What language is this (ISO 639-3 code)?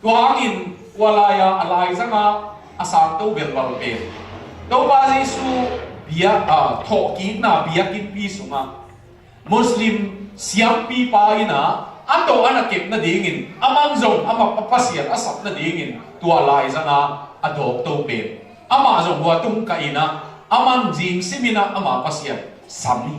ctd